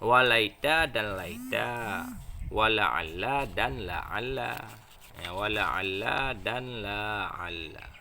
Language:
Achinese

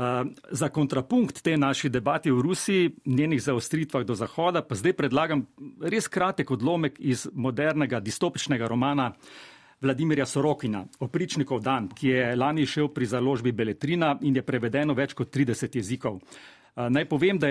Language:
Slovenian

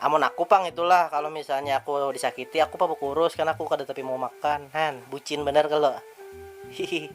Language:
Banjar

